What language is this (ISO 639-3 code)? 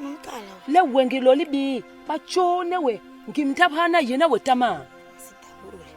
bas